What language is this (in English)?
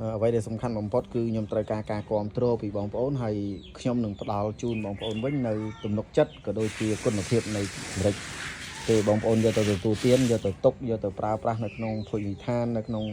Khmer